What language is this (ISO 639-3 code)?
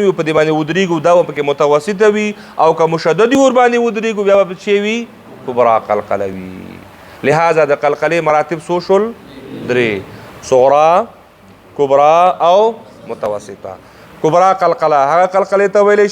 pus